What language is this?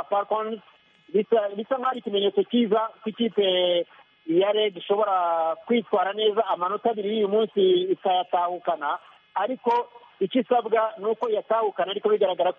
Kinyarwanda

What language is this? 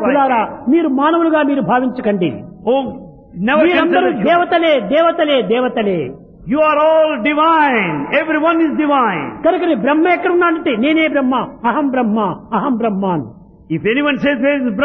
Telugu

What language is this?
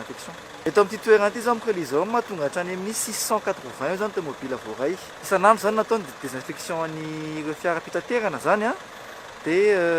Malagasy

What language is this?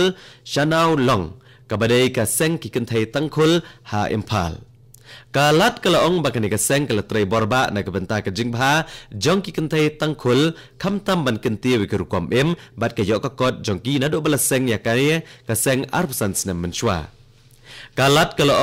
Khasi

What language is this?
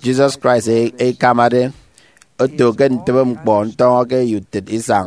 Efik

